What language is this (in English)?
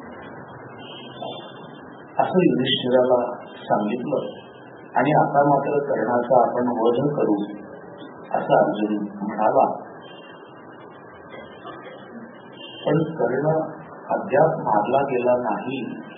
Marathi